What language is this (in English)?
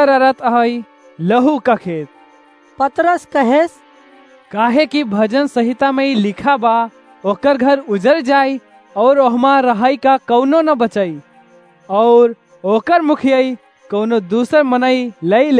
Awadhi